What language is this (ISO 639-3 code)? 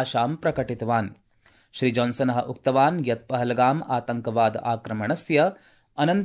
san